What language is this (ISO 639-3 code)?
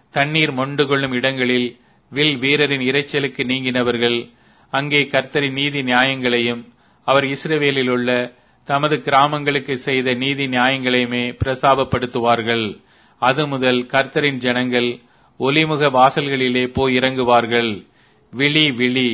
tam